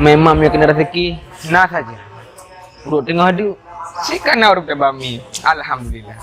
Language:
Achinese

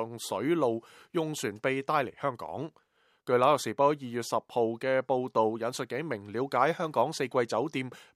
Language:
Cantonese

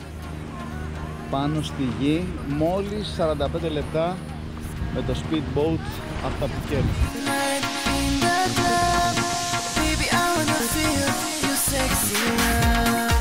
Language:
Greek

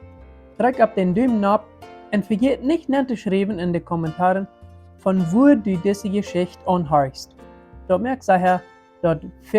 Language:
Plautdietsch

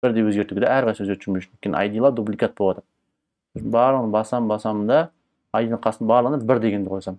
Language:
Kazakh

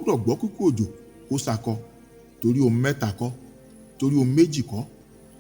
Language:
Yoruba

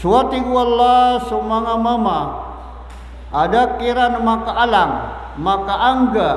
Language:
Maranao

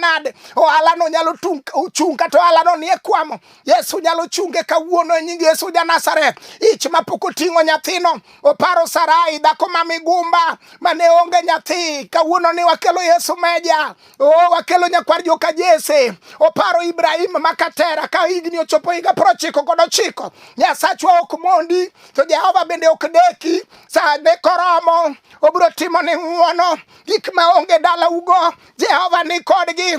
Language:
Luo (Kenya and Tanzania)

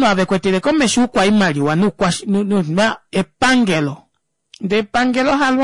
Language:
Kuanyama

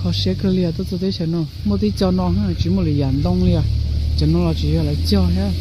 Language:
Hmong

